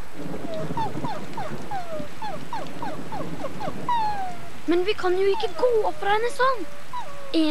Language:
Norwegian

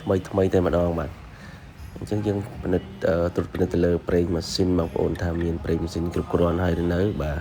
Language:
Khmer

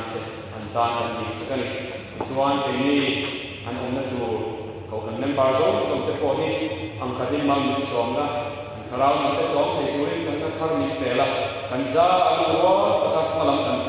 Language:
Mizo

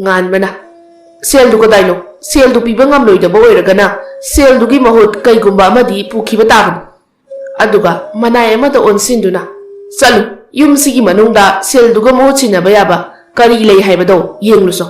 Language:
Manipuri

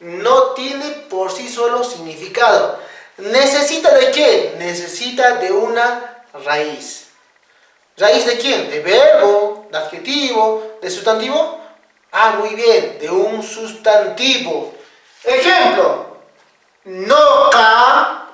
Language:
Quechua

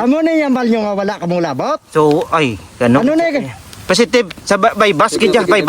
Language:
Hiligaynon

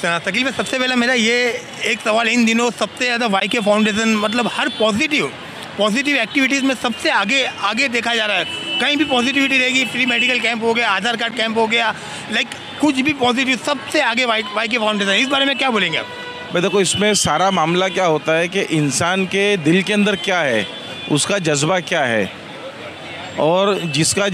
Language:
Hindi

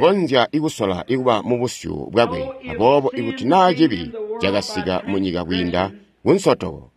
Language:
Tonga (Zambia)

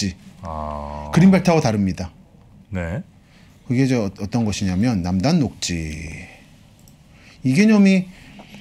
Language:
Korean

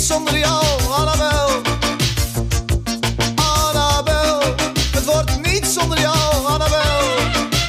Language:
Dutch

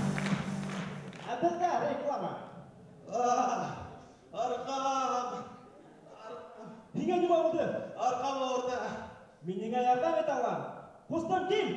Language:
Bashkir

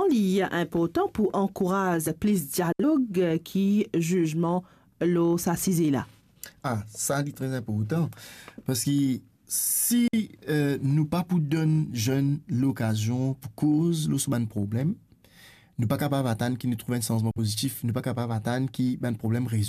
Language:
Morisyen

